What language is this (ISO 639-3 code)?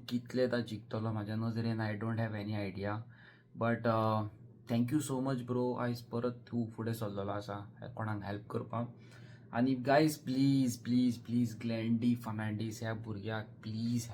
kok